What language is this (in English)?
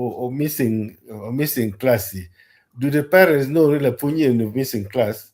Acoli